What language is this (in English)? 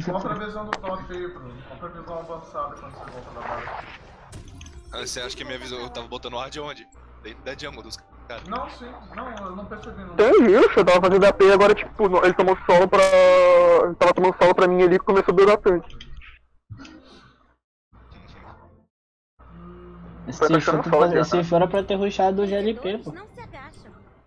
Portuguese